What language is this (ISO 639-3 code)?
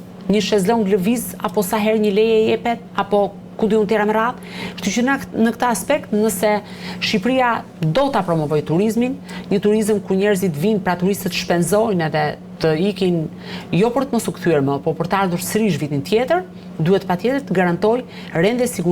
sqi